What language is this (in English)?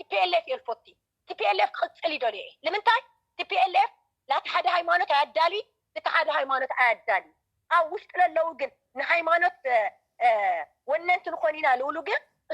Tigrinya